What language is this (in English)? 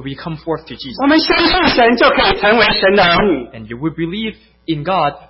Chinese